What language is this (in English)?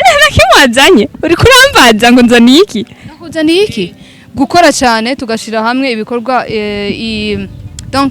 Rundi